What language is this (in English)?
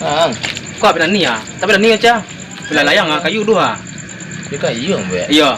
Minangkabau